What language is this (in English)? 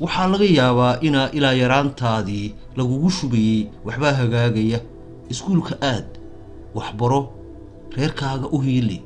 Somali